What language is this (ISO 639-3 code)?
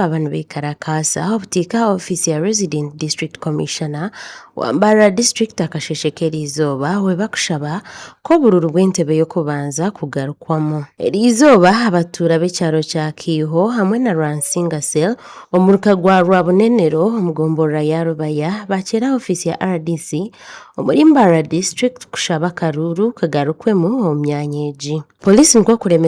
nyn